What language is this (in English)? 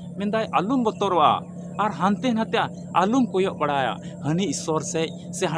Santali